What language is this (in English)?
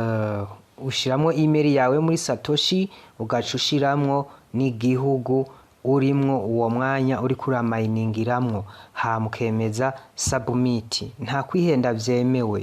Rundi